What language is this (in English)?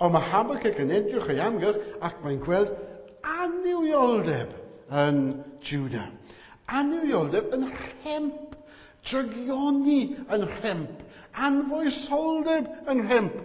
Welsh